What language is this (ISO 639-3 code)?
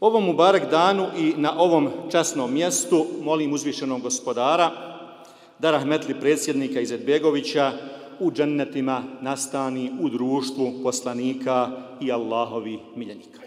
bos